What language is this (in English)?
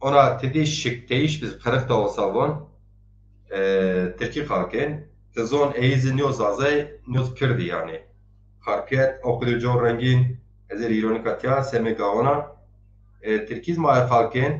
Zaza